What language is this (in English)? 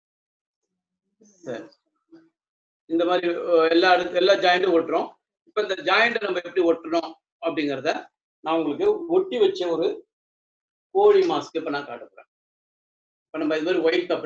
Tamil